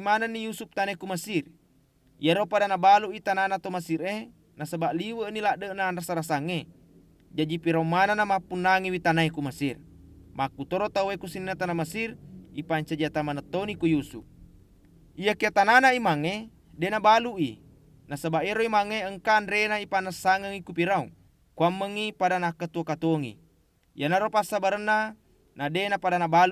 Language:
Buginese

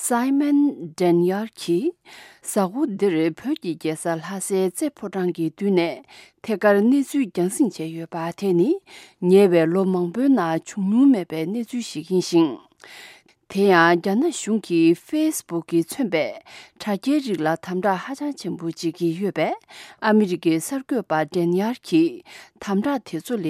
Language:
Tibetan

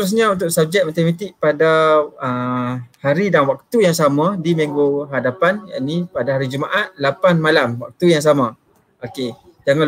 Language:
Malay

